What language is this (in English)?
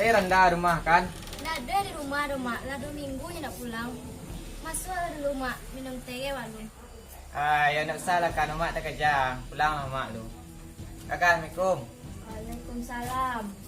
Minangkabau